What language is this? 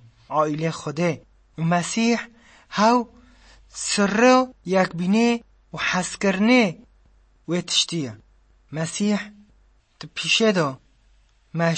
Kurdish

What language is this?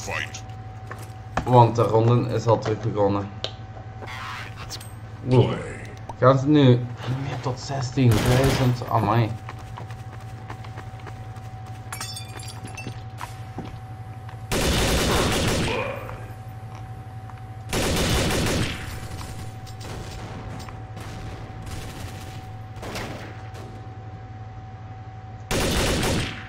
Dutch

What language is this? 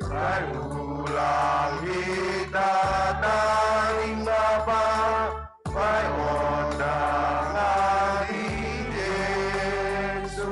Batak Simalungun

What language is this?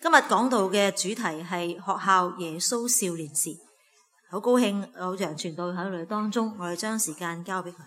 Cantonese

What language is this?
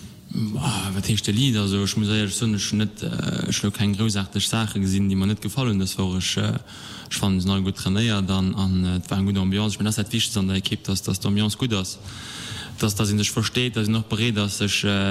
Luxembourgish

